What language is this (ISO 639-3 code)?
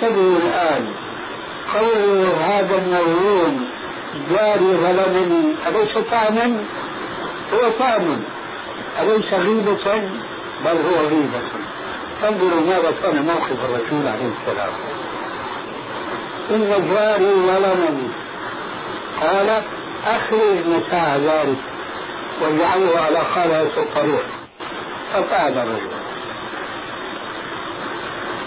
ara